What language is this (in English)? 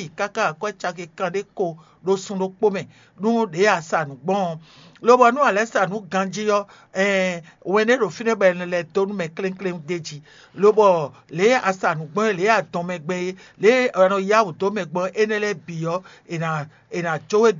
Fon